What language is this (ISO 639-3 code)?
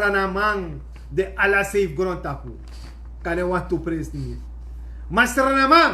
srn